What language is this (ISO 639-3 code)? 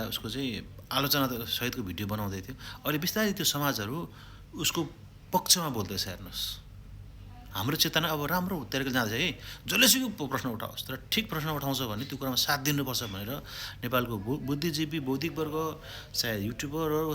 nep